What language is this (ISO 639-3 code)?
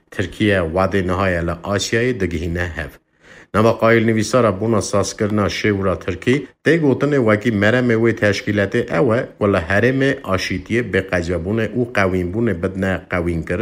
kur